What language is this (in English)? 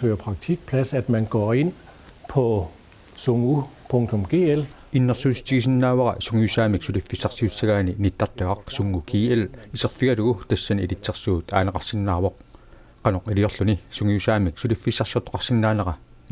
Kalaallisut